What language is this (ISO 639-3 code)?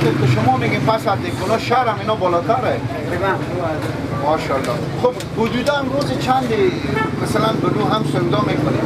fas